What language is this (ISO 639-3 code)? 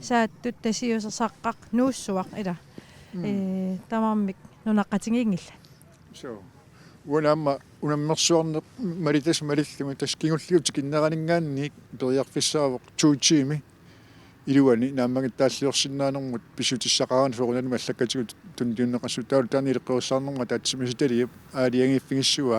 kal